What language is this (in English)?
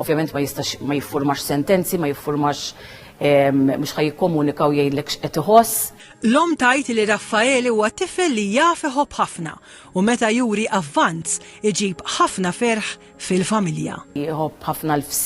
Maltese